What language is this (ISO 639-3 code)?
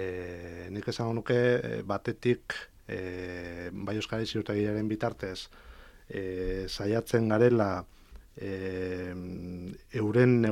eus